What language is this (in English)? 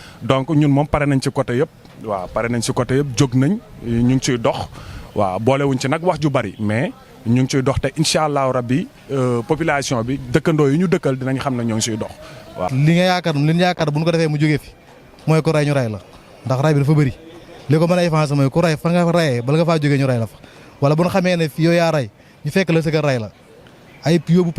Wolof